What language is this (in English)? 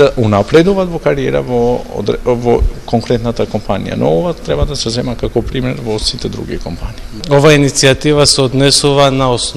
Macedonian